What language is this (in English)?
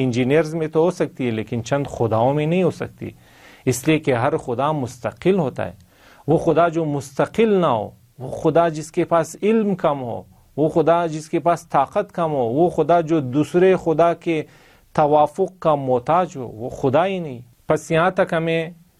Urdu